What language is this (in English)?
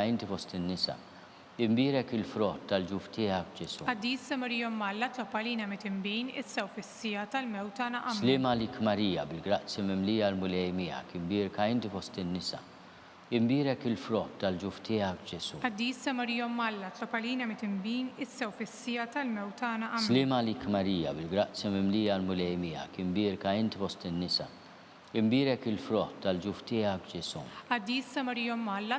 Maltese